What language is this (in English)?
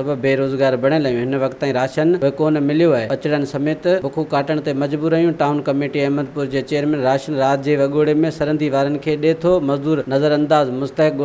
Sindhi